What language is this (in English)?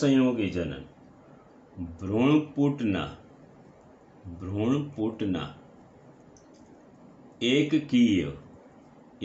Gujarati